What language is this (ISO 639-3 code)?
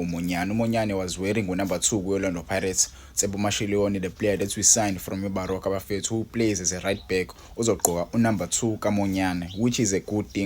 zul